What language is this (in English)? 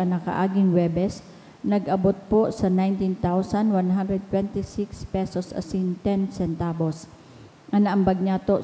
Bikol